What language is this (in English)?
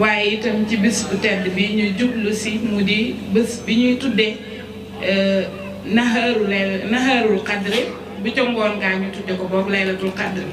Wolof